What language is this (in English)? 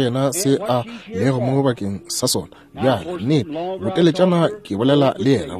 Northern Sotho